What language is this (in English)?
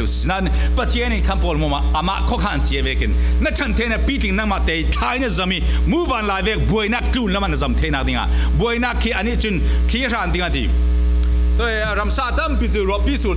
Falam Chin